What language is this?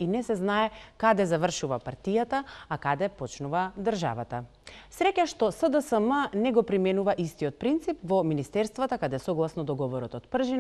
Macedonian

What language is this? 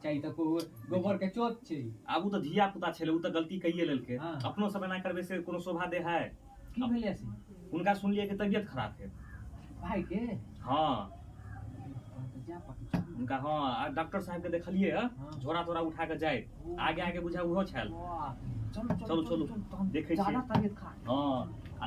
Maithili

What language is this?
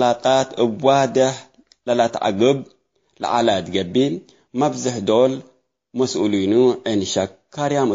Tigre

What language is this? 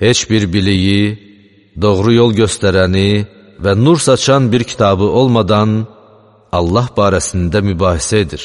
Azerbaijani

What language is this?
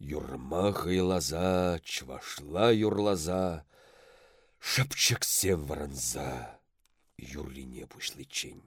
Chuvash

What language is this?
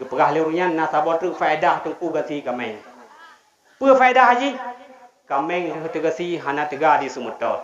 Achinese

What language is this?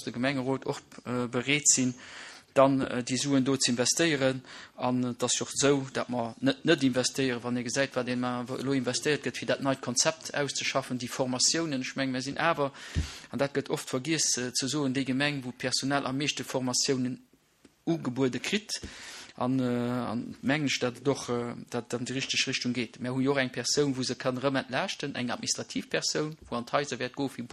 Luxembourgish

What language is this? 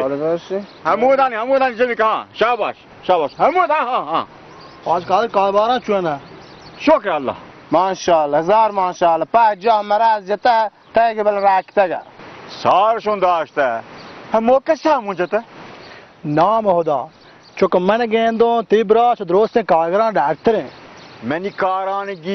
Baluchi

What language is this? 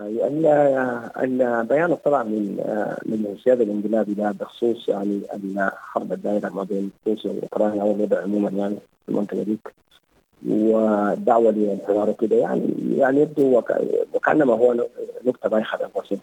Sudanese Arabic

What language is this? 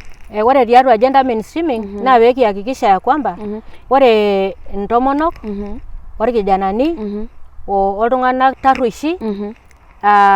Masai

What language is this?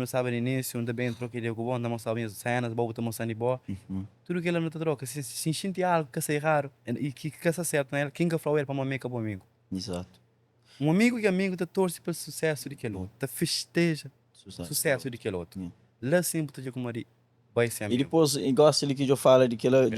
Kabuverdianu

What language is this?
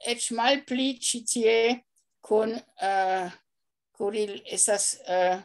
Esperanto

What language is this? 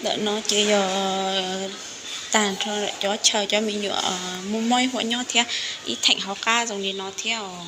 Hmong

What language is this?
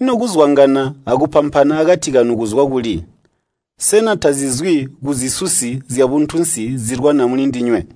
Tonga (Zambia)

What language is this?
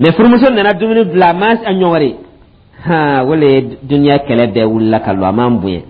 Dyula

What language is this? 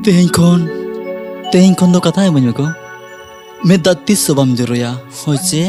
Santali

